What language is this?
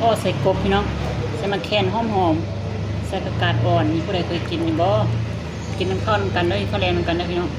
Lao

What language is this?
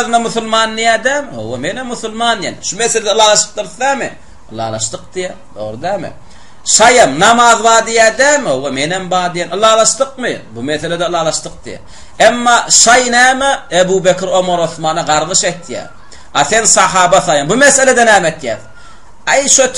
Turkmen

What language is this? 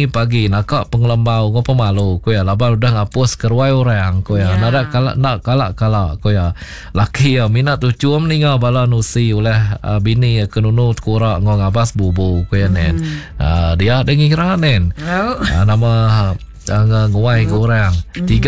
Iban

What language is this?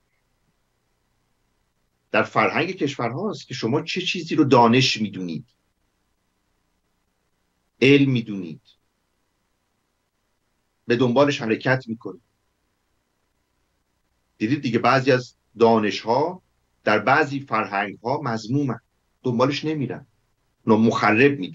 Persian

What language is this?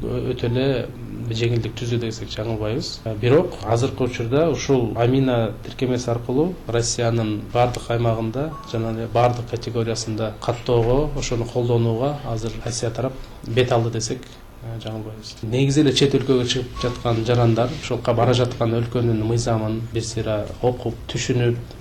Kyrgyz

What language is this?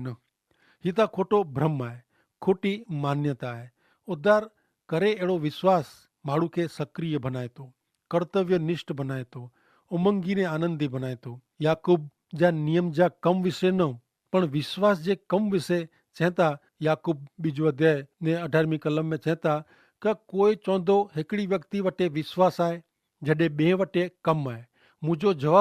Kachhi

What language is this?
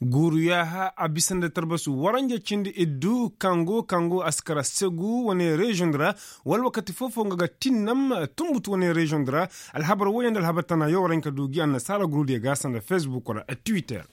Koyraboro Senni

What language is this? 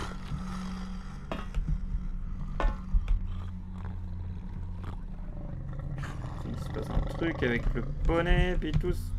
French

